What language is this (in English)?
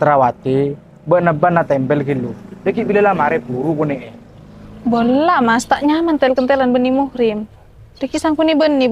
Madurese